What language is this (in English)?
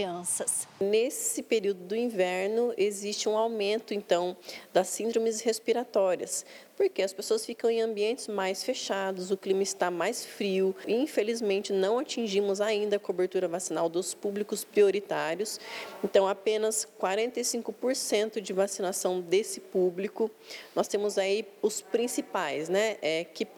Portuguese